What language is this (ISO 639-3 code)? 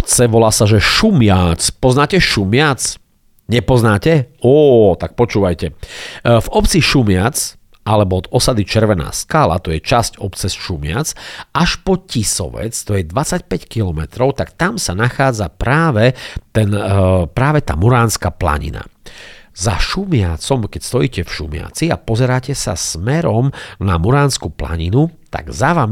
slk